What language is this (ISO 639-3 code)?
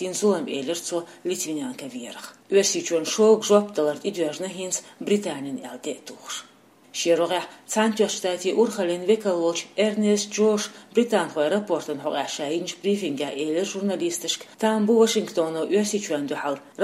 che